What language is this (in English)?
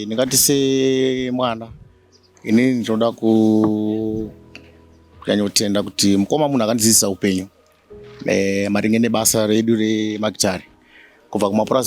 Shona